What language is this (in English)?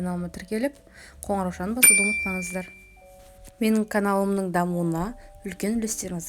Kazakh